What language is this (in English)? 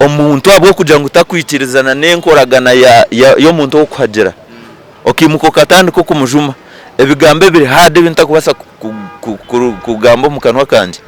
Nyankole